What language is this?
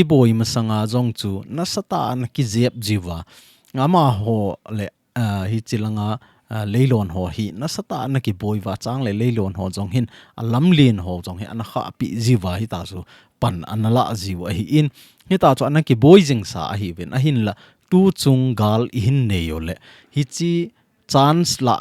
Thado Chin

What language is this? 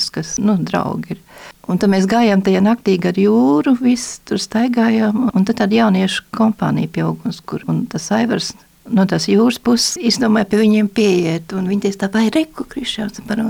Latvian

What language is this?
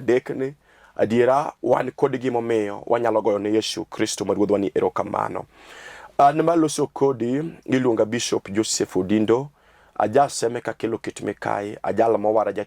Luo (Kenya and Tanzania)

